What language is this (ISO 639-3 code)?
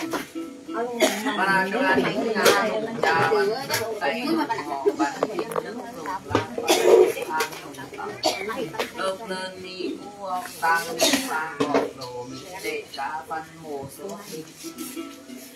vie